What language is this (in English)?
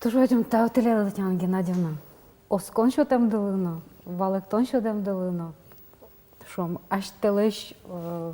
Udmurt